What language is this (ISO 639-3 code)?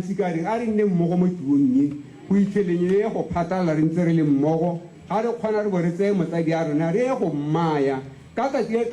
tsn